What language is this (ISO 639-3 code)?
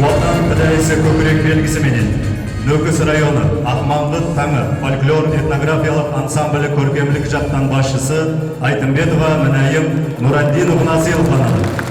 kaa